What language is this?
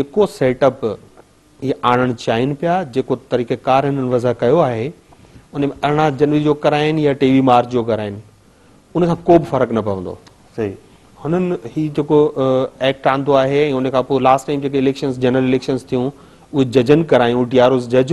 Sindhi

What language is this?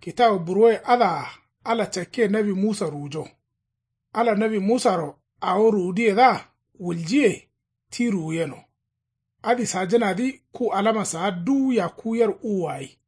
Kanuri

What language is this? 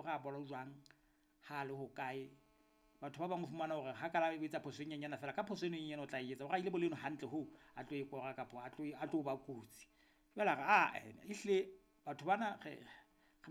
Southern Sotho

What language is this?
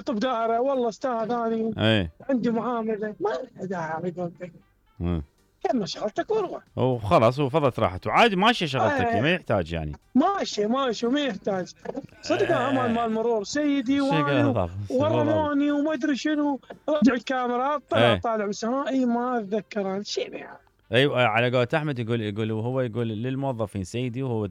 Mesopotamian Arabic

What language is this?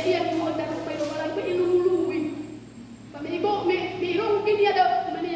Nias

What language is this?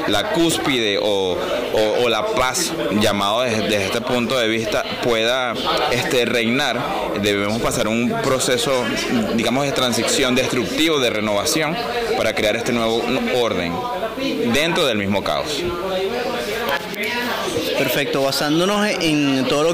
Spanish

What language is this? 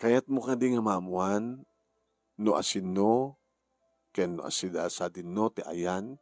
Iloko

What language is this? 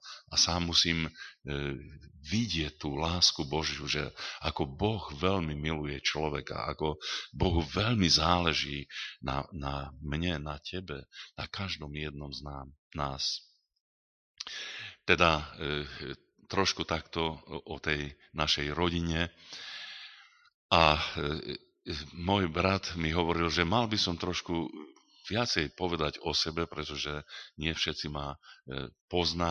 Slovak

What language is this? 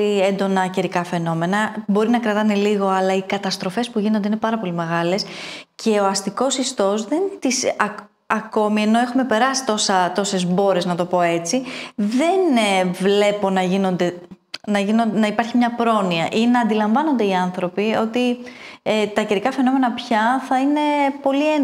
Greek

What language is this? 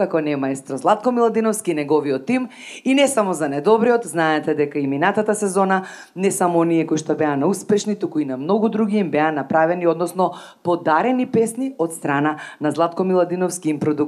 Macedonian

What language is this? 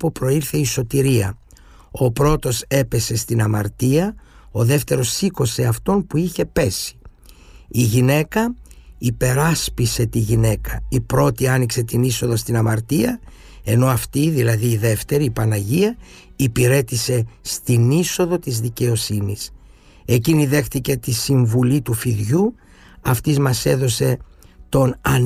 Greek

